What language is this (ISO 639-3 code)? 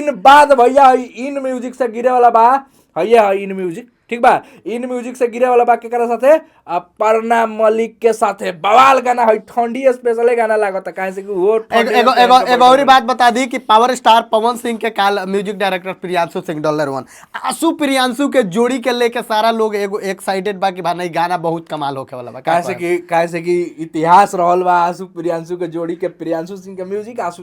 bho